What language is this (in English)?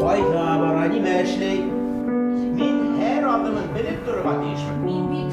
Bashkir